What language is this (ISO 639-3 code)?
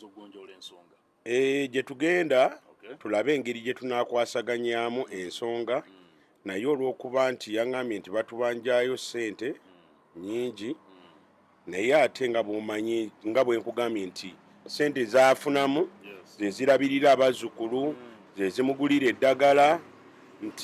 lug